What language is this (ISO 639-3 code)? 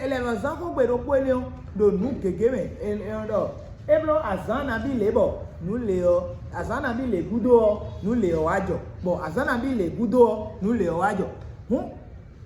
fon